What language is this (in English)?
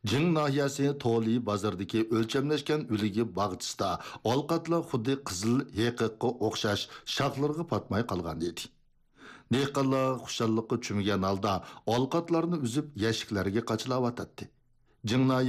Uyghur